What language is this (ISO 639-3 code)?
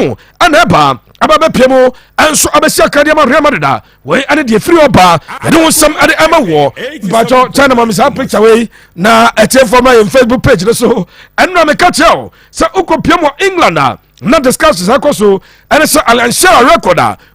aka